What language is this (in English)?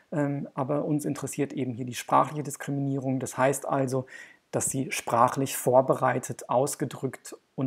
German